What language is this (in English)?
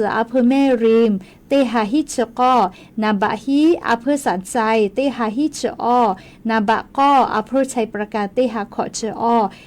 Lahu